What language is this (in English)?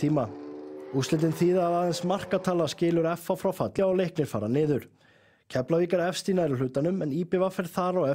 Icelandic